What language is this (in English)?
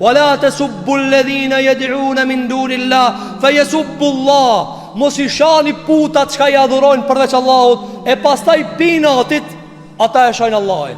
Albanian